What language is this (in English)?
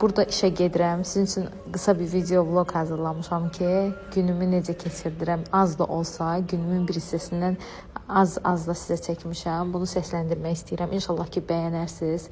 Azerbaijani